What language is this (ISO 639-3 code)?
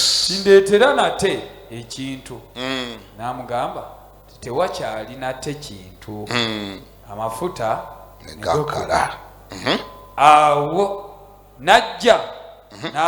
lug